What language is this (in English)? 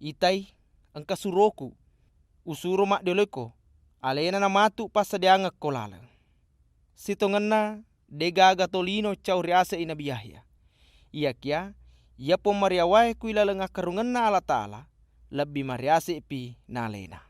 Buginese